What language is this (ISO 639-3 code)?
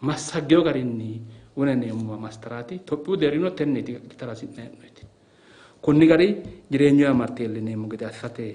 sid